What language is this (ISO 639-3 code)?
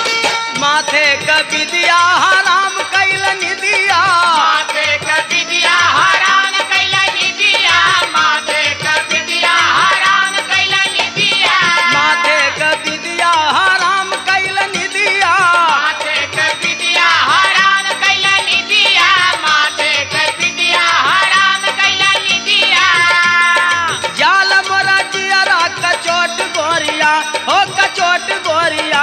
bho